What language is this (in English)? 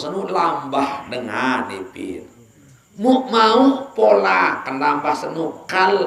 Sasak